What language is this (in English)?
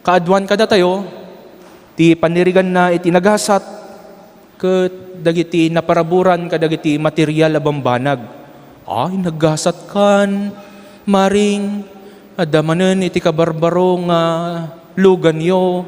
Iloko